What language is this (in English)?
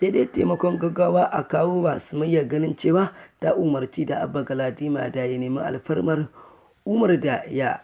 Hausa